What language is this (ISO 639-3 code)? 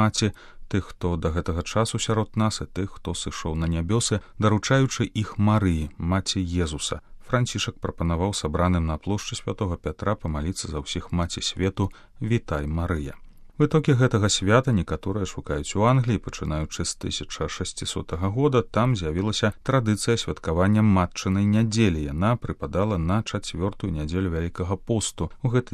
bel